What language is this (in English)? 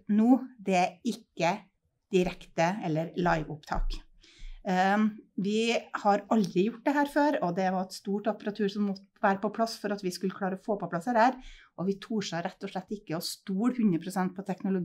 Norwegian